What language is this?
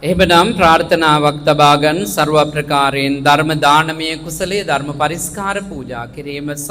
Sinhala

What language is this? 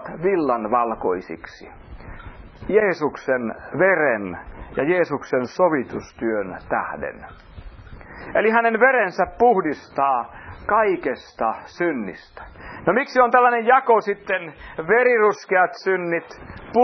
Finnish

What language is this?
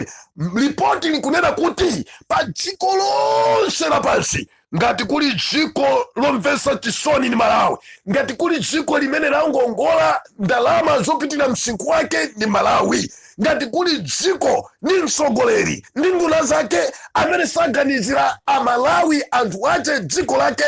Nyanja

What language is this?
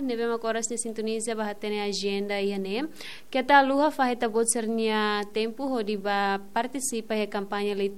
Tetum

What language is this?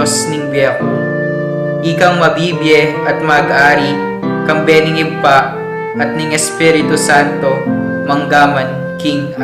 Pampanga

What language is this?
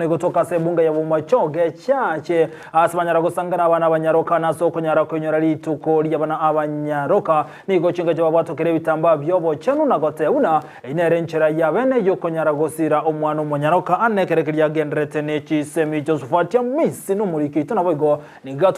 Gusii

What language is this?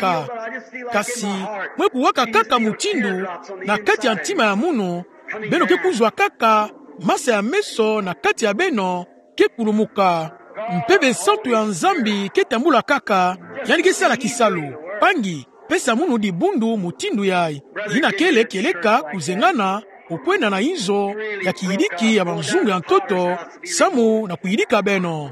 Kituba (Democratic Republic of Congo)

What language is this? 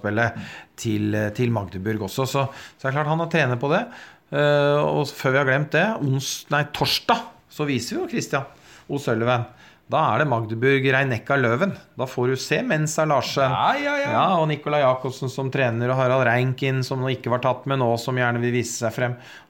Norwegian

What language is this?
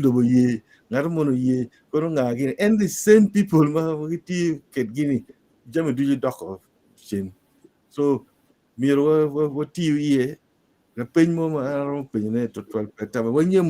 Acoli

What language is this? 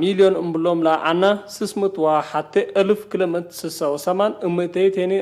Tigre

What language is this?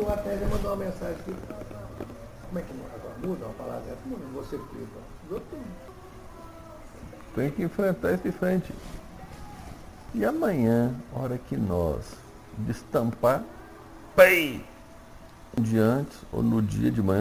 Portuguese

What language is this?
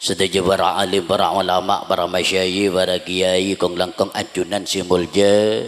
Madurese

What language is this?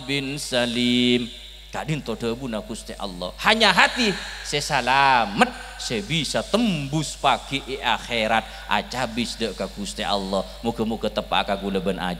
Madurese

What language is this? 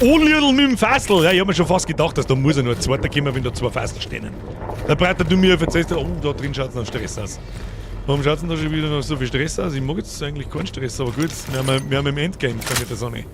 Bavarian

